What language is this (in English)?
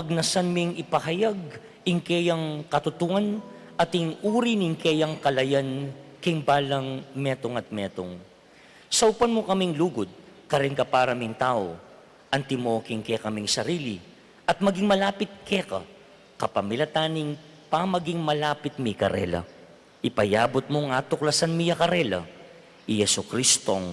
Pampanga